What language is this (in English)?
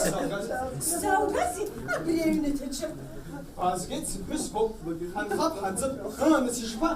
Abkhazian